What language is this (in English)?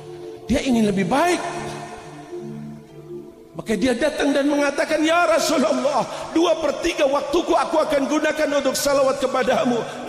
Indonesian